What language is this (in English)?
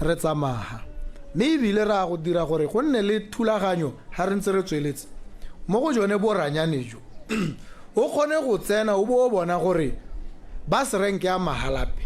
Tswana